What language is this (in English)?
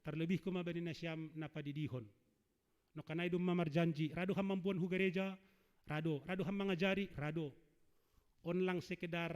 Batak Simalungun